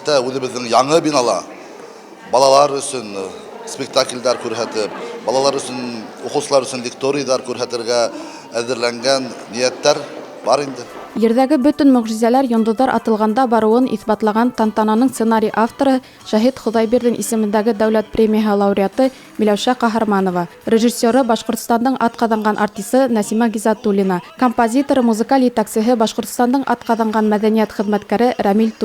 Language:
Bashkir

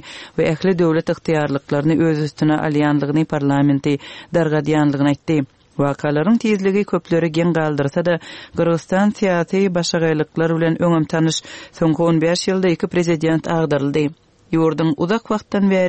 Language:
Turkmen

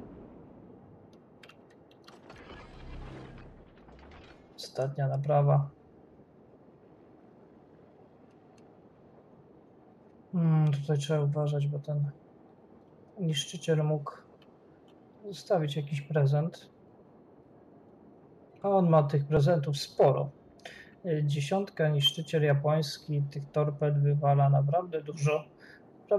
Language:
Polish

